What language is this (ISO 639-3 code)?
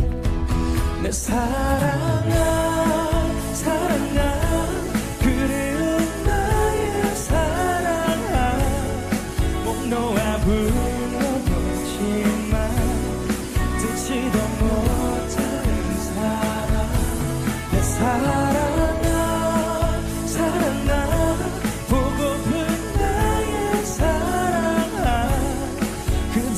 kor